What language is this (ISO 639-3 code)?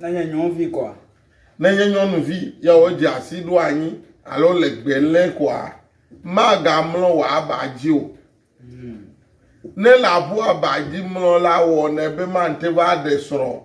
ewe